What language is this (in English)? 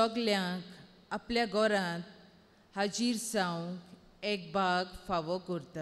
Konkani